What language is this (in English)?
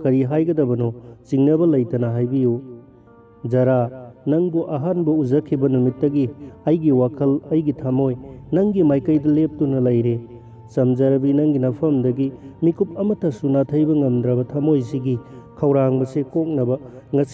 Manipuri